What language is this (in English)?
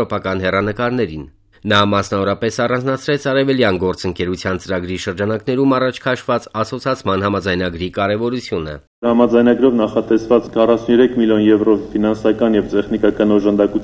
Armenian